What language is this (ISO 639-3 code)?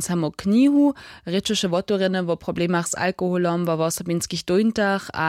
hsb